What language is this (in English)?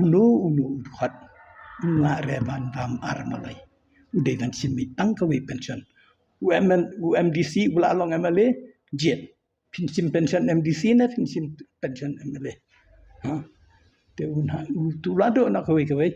Khasi